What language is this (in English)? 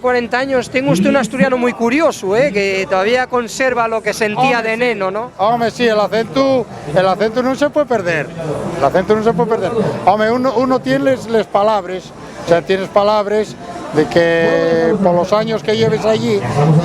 Asturian